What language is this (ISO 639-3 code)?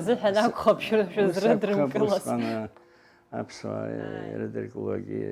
abk